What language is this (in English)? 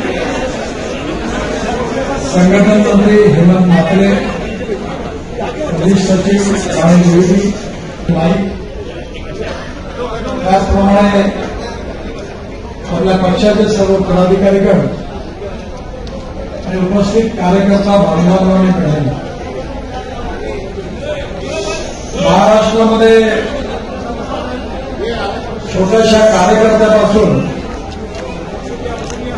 Marathi